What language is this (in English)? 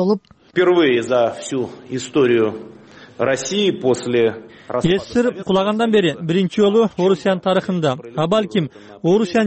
Kyrgyz